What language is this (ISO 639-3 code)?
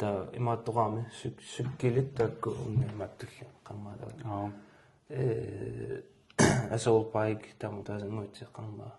kal